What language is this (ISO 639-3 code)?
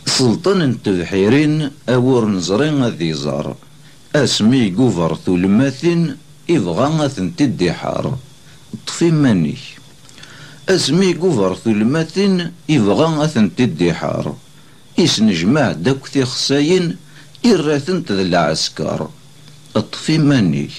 kab